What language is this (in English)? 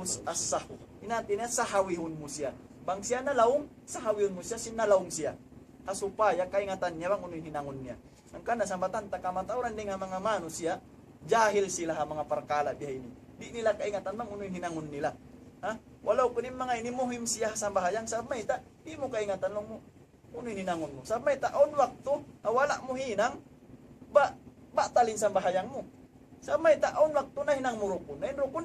Tausug